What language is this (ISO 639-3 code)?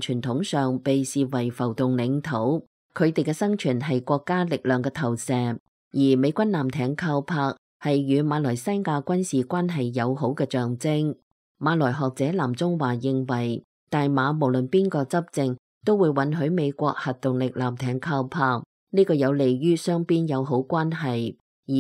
yue